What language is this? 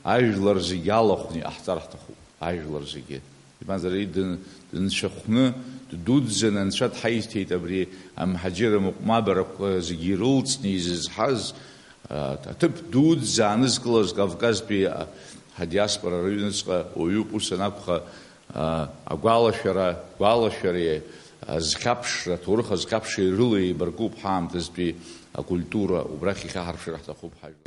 Abkhazian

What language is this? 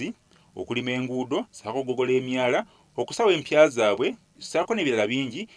Ganda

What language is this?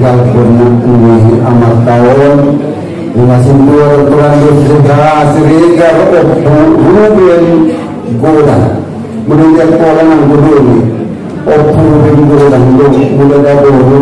Batak Angkola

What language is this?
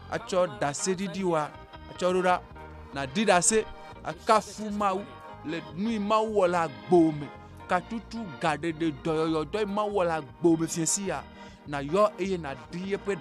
Ewe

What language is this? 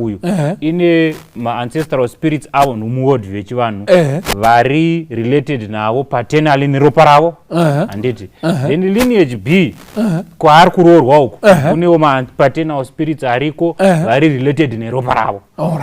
Shona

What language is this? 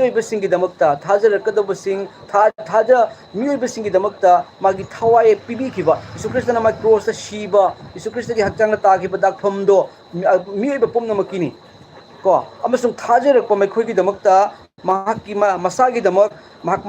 Manipuri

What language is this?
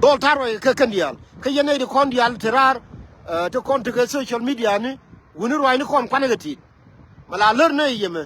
Nuer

